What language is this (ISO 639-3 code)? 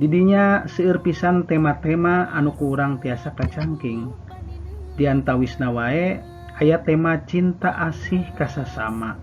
sun